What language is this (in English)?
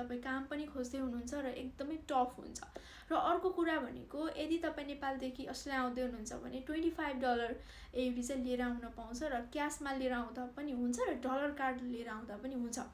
Nepali